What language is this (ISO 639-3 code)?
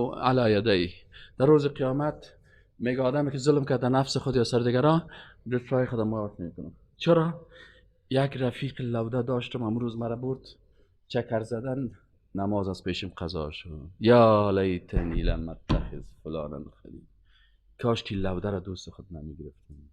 fas